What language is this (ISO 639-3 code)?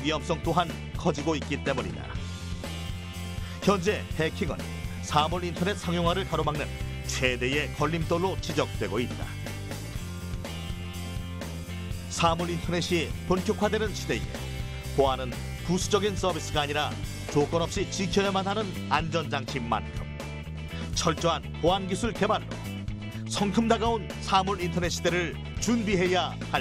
kor